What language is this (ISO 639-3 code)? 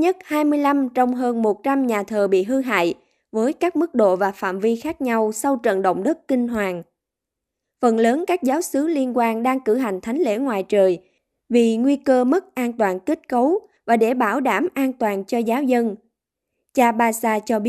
vie